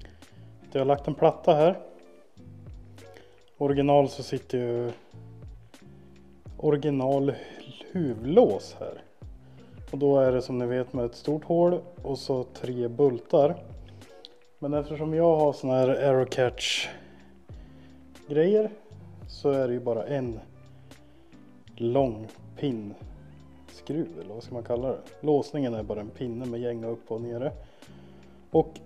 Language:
Swedish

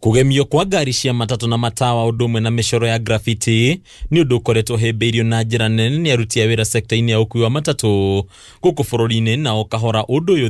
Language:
Kikuyu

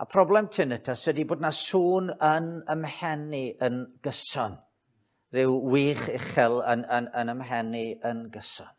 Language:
Welsh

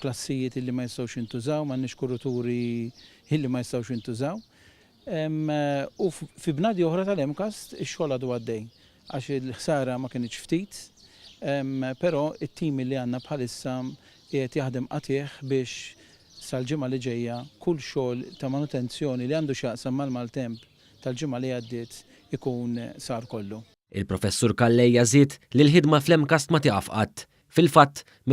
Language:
Maltese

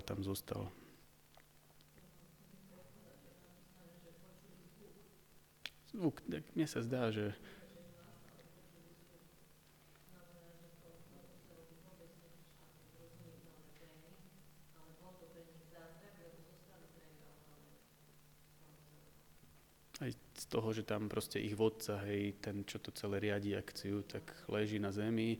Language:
Slovak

